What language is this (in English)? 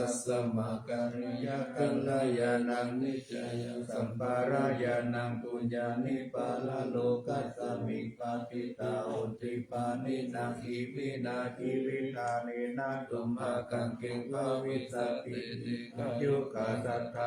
Pali